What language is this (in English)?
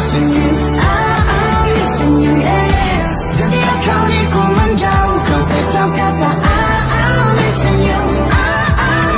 Malay